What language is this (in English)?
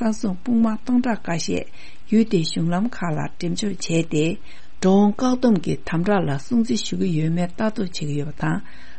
Tibetan